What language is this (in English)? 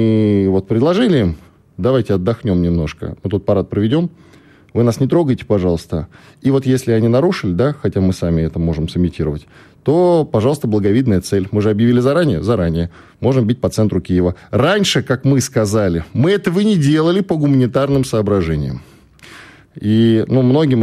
Russian